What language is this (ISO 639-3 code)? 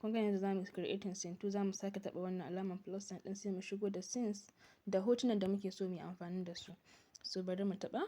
hau